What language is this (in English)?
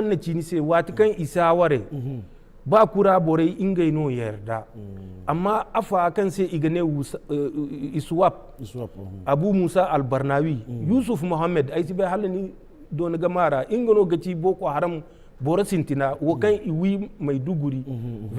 Zarma